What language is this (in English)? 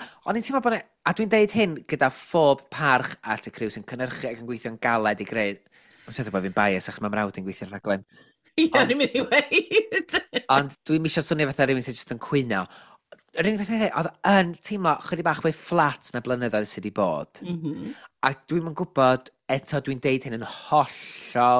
Welsh